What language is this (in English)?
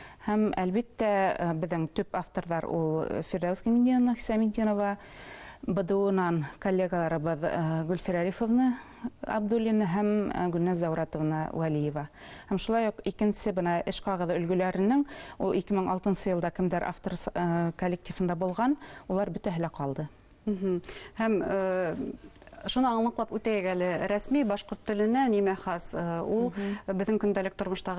Bashkir